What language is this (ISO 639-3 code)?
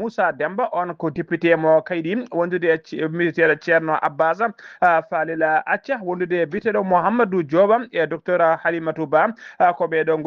ful